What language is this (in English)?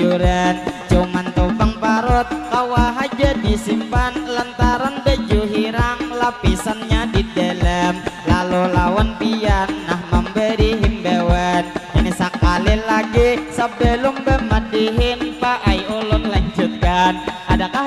Banjar